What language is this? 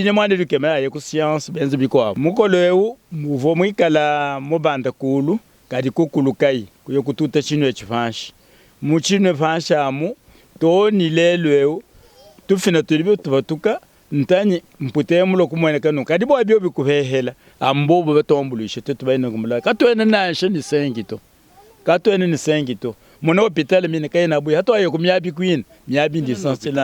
Luba-Lulua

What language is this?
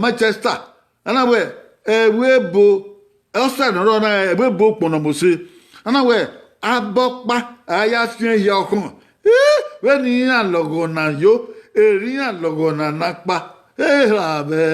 Bini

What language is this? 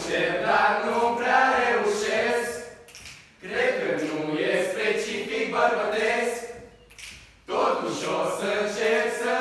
Romanian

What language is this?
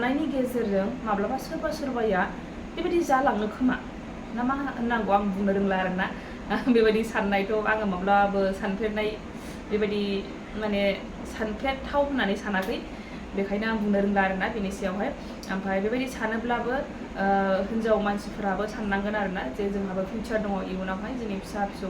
Bodo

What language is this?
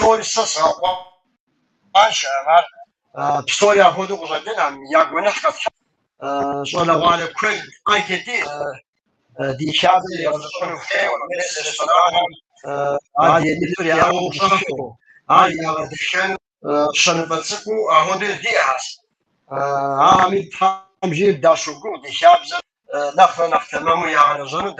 Kabardian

